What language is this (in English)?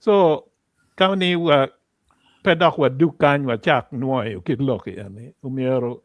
Acoli